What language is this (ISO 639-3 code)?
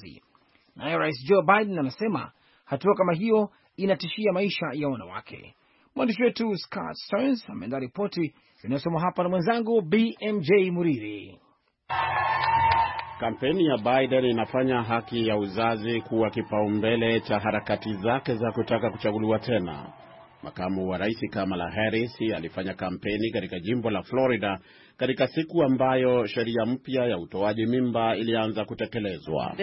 swa